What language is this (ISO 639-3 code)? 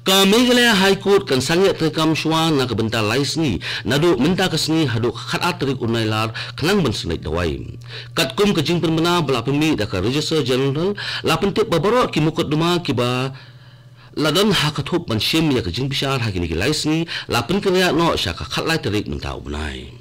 kha